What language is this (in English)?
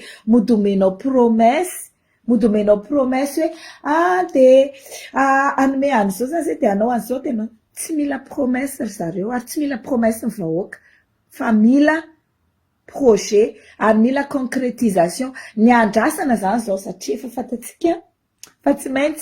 Malagasy